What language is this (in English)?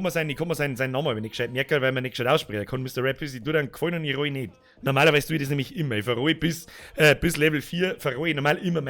Bavarian